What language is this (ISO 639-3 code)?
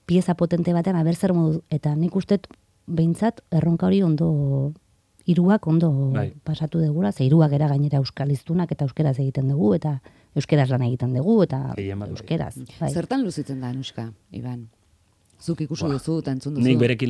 eus